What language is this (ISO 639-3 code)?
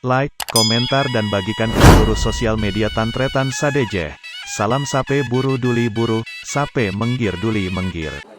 mad